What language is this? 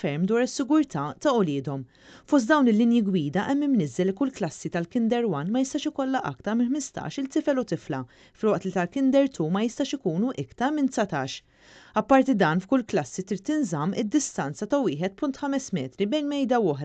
Maltese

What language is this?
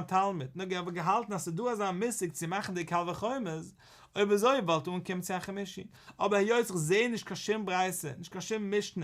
Yiddish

